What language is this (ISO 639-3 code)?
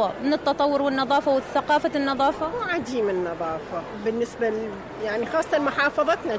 acm